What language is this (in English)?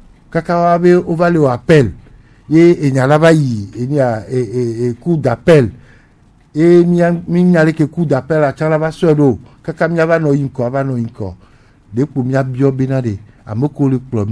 Gen